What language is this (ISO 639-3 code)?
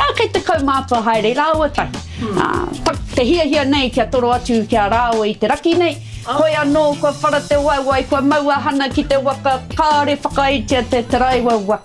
mri